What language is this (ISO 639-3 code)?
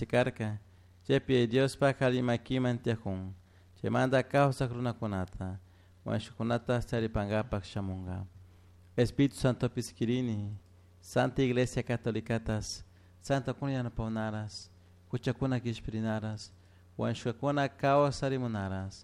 qug